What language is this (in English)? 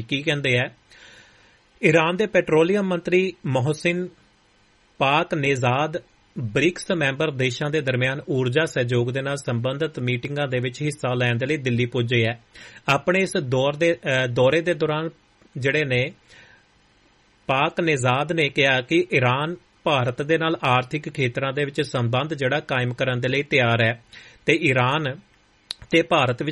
Punjabi